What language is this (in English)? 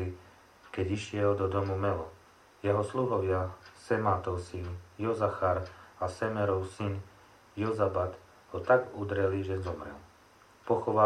Slovak